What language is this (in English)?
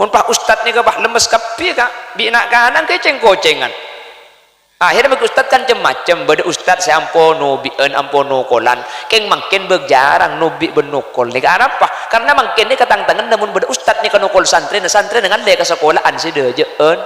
Madurese